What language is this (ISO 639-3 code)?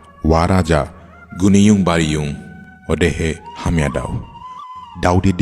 dis